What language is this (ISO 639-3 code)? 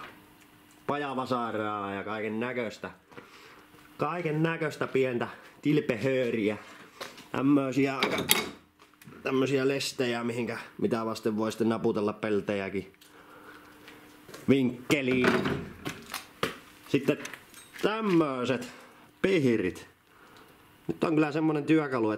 fin